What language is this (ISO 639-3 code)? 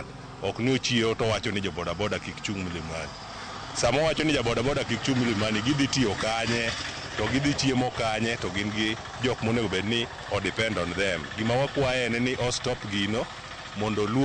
luo